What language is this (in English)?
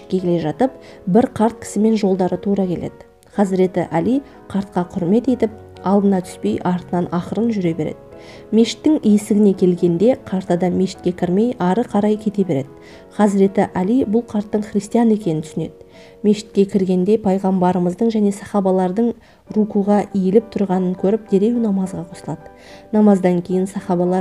Kazakh